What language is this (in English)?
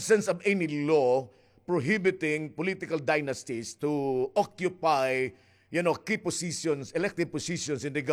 Waray